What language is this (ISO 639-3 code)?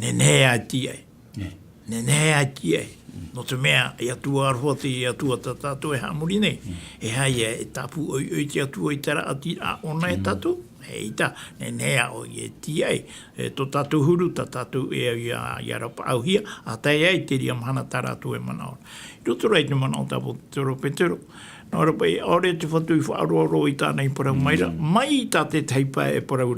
tah